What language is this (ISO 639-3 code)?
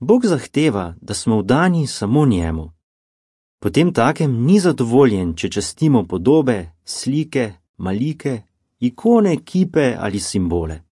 slv